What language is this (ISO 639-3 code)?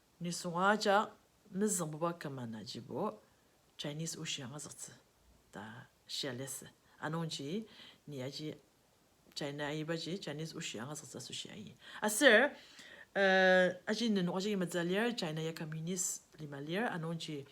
njo